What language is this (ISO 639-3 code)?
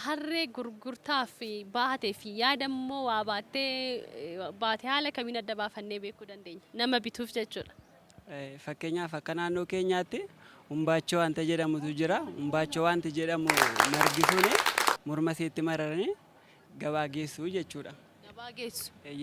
orm